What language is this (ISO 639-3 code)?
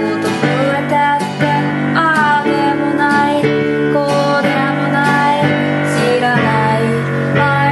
jpn